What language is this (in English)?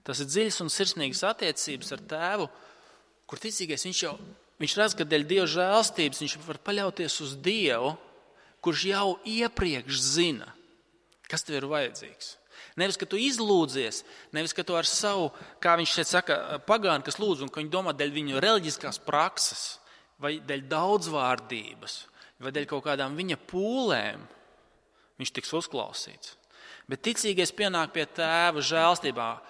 Latvian